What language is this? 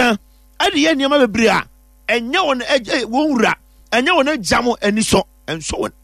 Akan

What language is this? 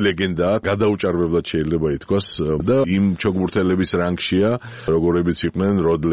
Georgian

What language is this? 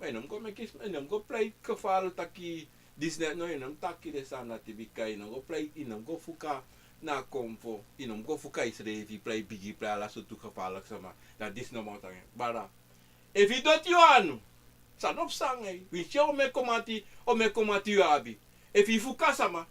Sranan Tongo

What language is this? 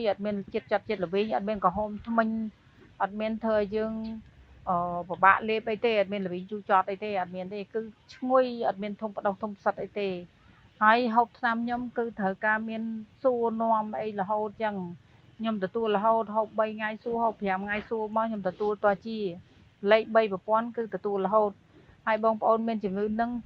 Khmer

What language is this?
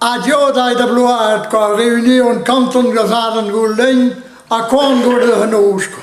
Breton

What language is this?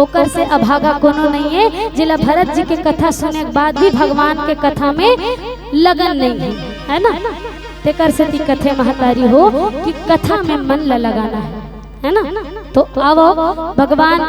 Chhattisgarhi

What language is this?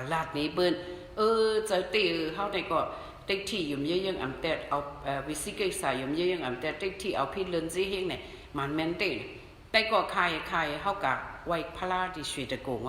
Shan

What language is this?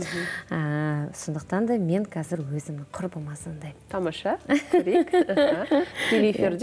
Kazakh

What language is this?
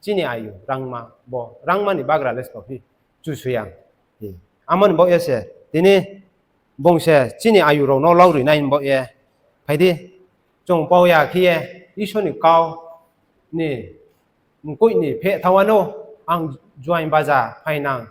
Riang (India)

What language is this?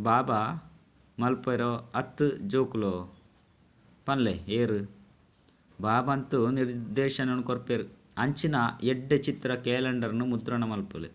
Tulu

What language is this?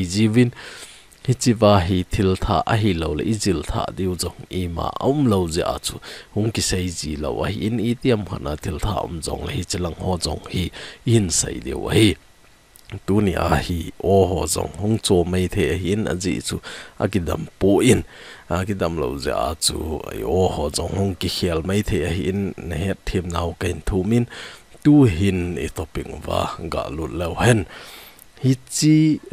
Thado Chin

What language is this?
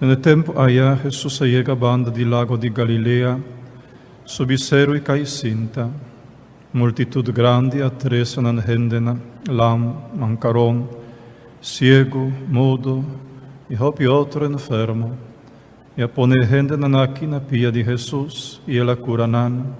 Papiamento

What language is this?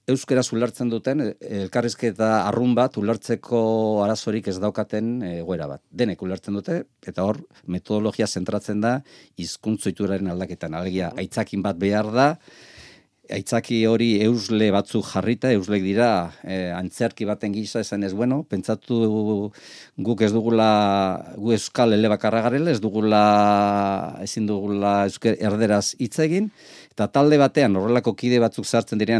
Basque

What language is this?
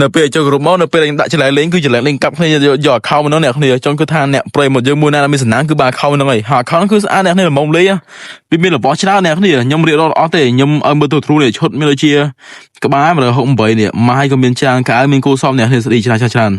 Khmer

